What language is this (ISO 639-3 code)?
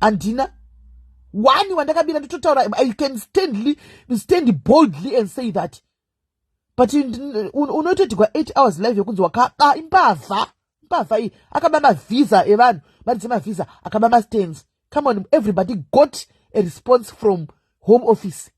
sna